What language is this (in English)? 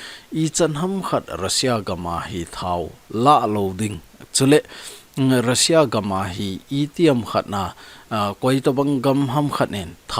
Thado Chin